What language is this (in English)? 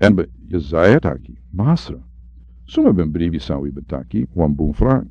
Sranan Tongo